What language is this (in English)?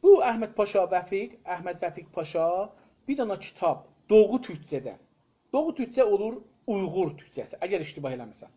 South Azerbaijani